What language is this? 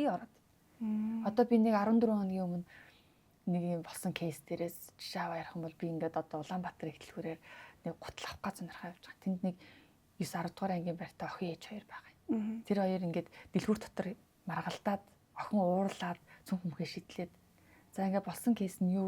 Mongolian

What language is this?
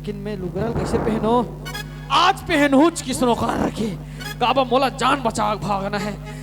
Chhattisgarhi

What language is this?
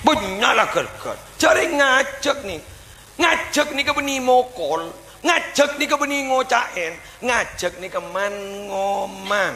Madurese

